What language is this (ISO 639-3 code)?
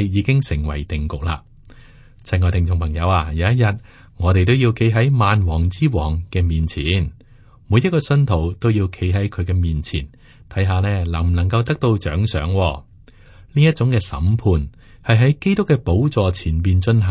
yue